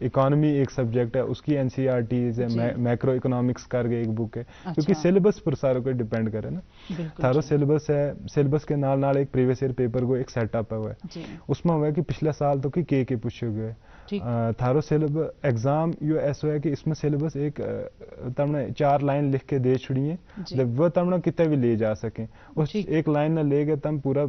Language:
Gujari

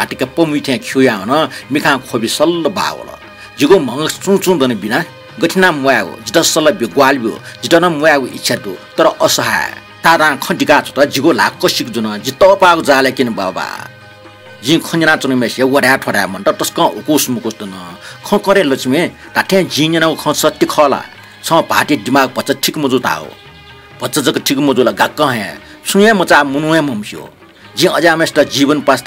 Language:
Newari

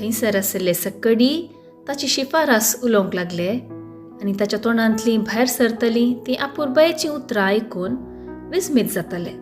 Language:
Konkani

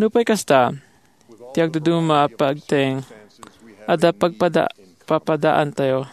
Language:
Iloko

